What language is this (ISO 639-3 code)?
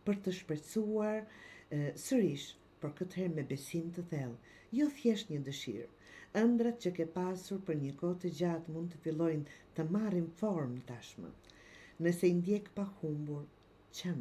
sqi